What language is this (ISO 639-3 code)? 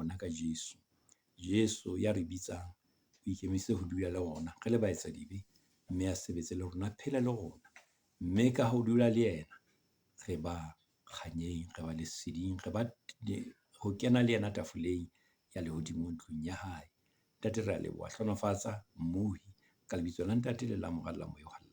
sot